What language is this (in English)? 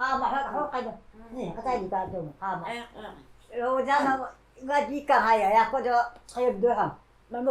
Taroko